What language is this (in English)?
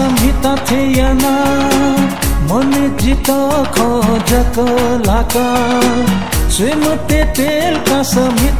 Newari